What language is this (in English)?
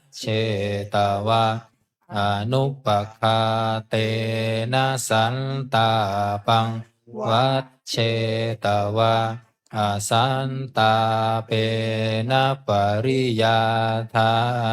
Pali